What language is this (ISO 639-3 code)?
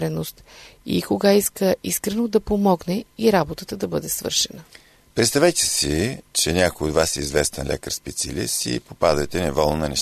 bul